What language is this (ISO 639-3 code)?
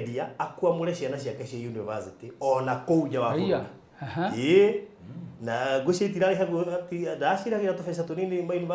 kik